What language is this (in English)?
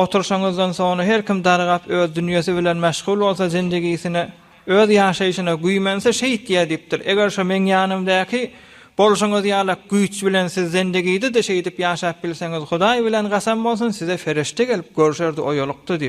Turkmen